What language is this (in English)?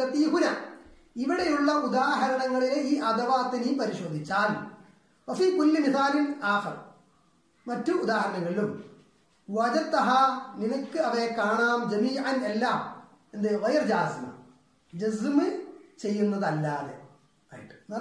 Malayalam